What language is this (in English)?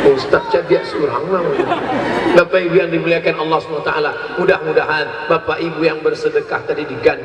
Minangkabau